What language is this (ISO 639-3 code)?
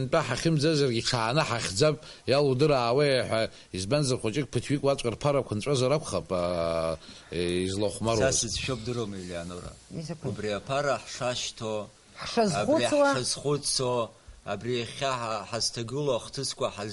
abk